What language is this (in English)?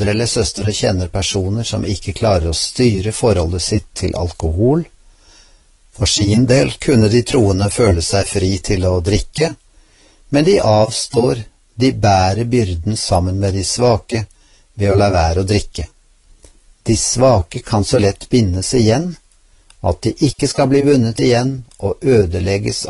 Norwegian